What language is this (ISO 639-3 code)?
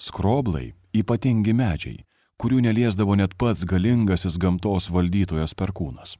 lit